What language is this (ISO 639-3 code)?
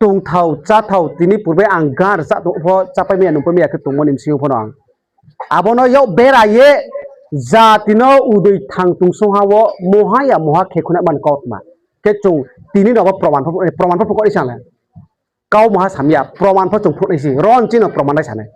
ria